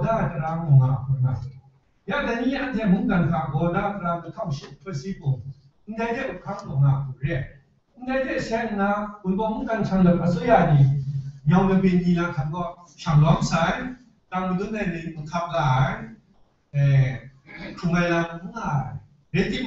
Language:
Kachin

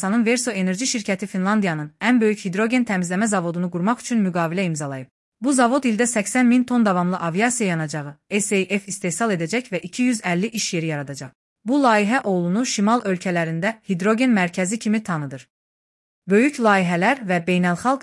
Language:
Azerbaijani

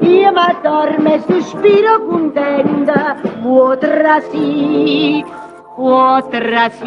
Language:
Neapolitan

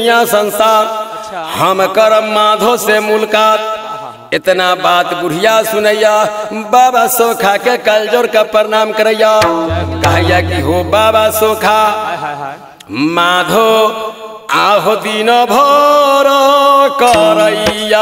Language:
Bhojpuri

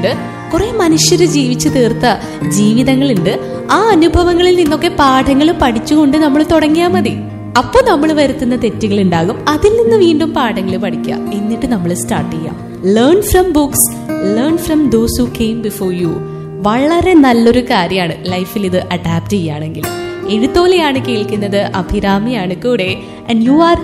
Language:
Malayalam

